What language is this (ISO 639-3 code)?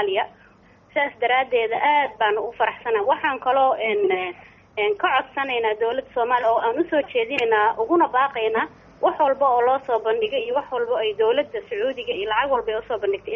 som